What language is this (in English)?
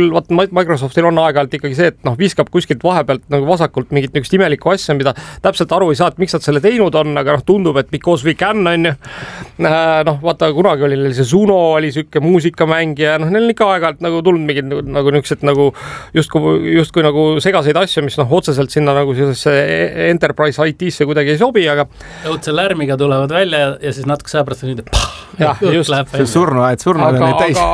Estonian